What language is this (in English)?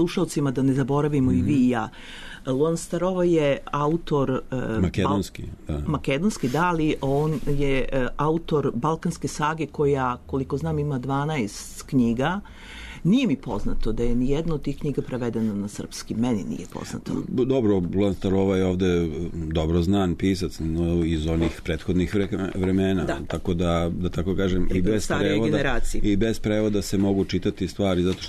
Serbian